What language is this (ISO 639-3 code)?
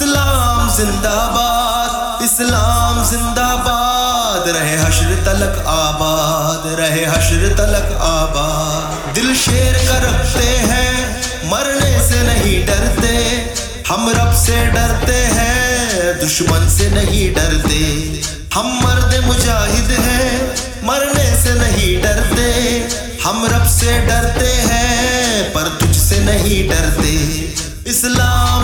urd